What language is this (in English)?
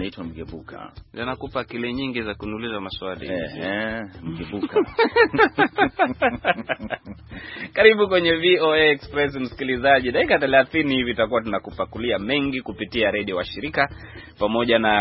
Swahili